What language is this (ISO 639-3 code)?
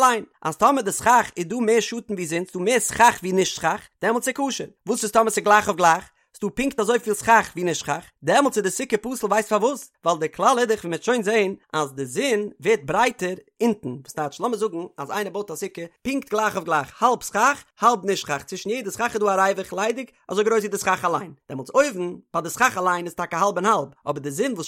yid